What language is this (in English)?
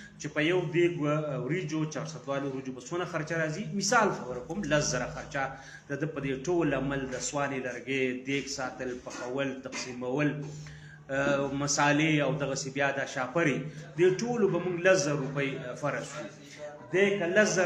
Pashto